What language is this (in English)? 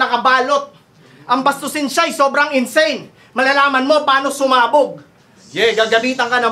Filipino